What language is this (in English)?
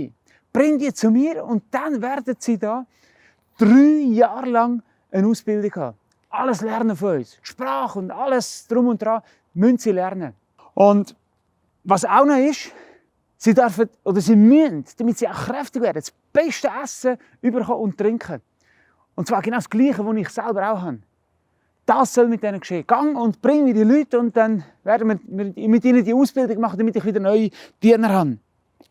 Swiss German